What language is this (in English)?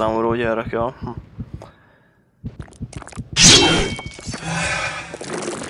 Hungarian